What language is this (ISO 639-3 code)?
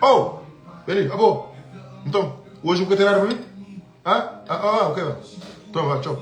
kea